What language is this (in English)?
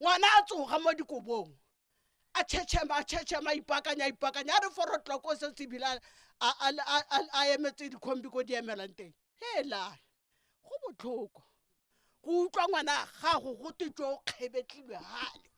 Tswana